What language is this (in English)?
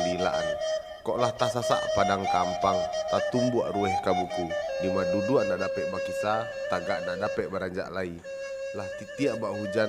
Minangkabau